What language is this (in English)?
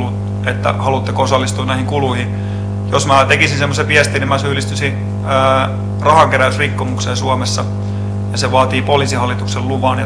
Finnish